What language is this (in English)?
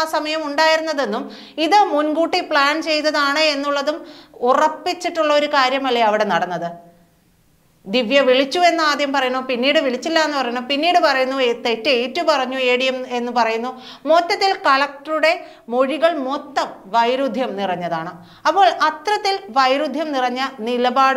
Malayalam